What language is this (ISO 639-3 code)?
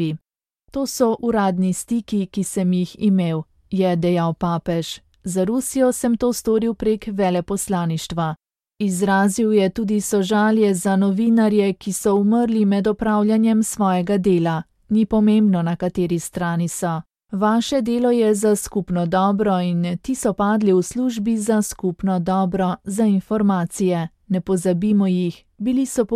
slv